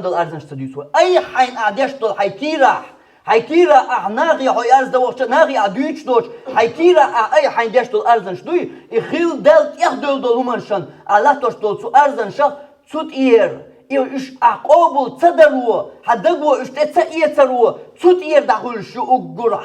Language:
Chechen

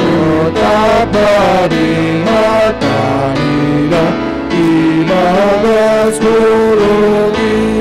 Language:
Batak Simalungun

